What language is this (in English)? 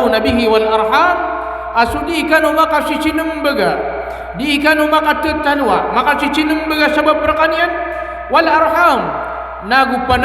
Maranao